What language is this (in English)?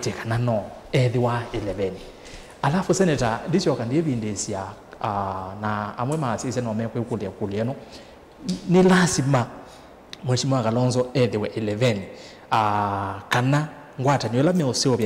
Kamba